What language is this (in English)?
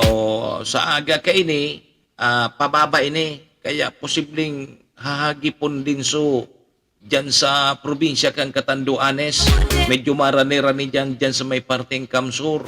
Bikol